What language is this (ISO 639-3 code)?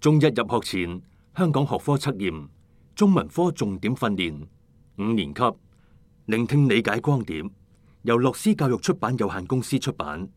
yue